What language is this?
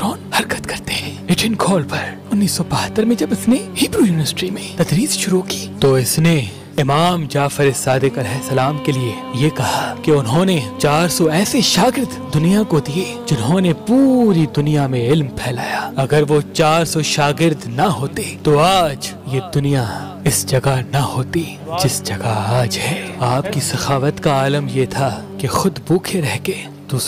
Urdu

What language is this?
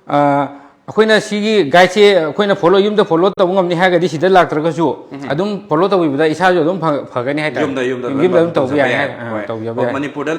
Manipuri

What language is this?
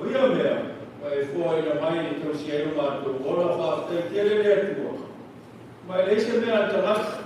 Samoan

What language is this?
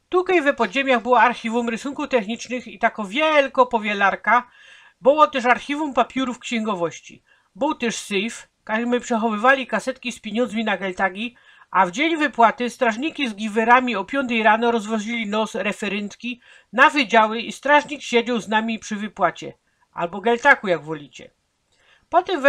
Silesian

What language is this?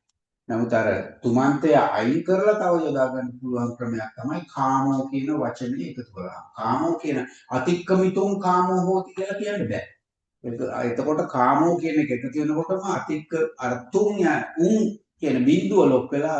Sinhala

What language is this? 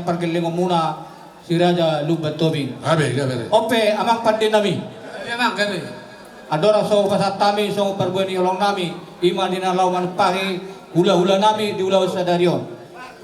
Batak Toba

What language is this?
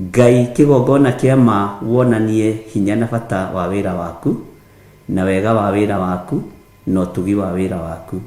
Kikuyu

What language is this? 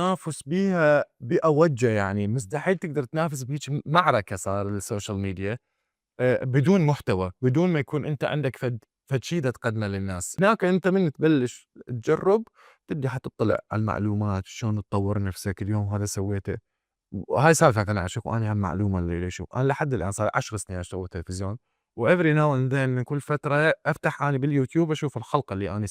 Mesopotamian Arabic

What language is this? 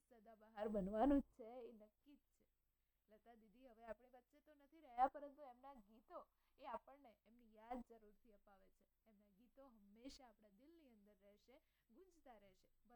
Gujarati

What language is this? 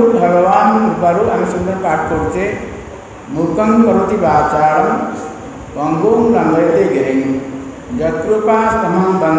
Odia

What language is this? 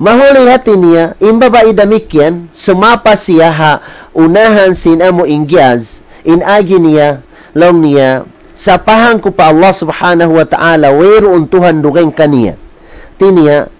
Tausug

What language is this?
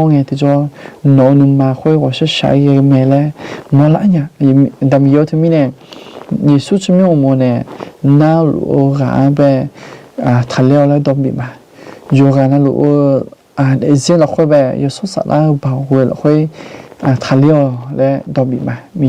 Akha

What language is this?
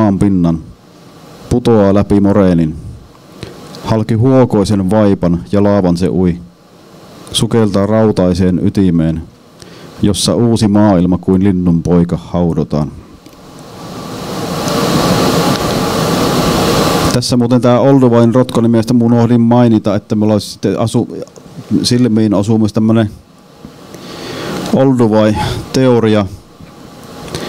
Finnish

